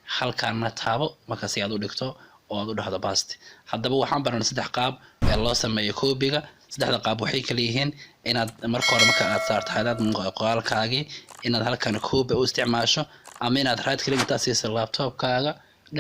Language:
Somali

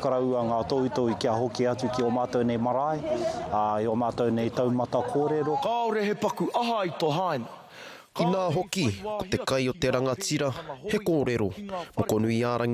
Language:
Māori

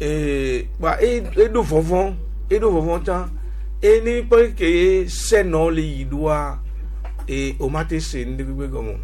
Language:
Gen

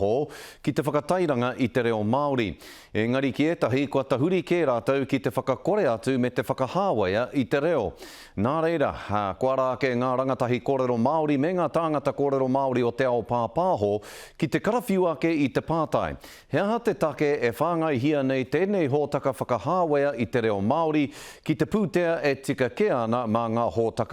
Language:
Māori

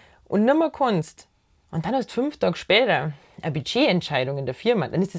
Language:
Bavarian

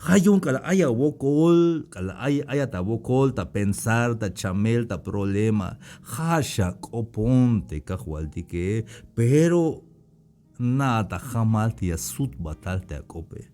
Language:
Tzeltal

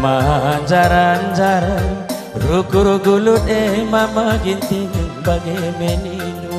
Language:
Batak Karo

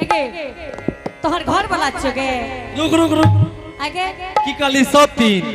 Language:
Angika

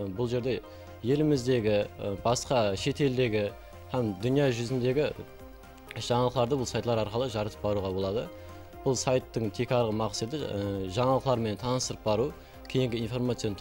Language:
Kara-Kalpak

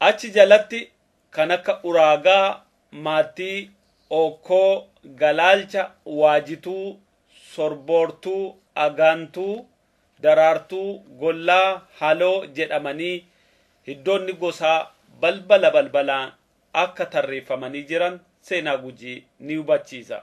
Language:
Oromo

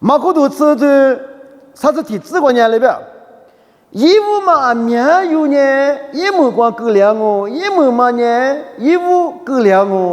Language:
Lisu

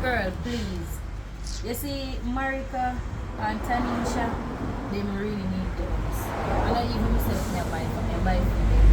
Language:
Jamaican Creole English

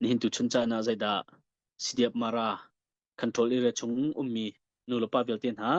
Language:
Hakha Chin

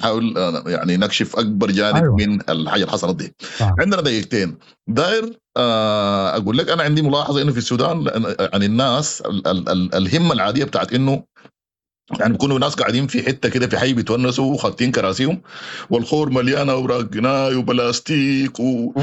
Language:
Sudanese Arabic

